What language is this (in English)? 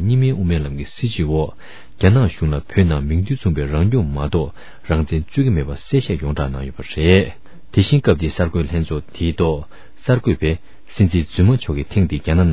Tibetan